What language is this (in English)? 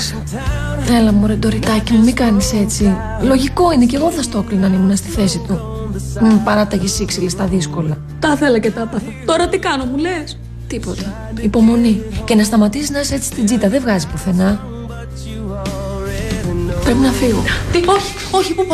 Greek